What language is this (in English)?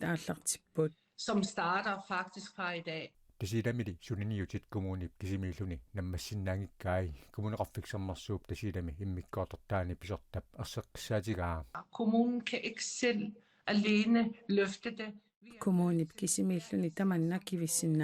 Kalaallisut